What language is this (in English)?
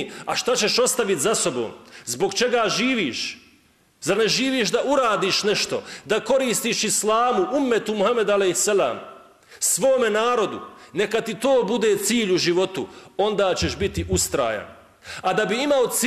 Bosnian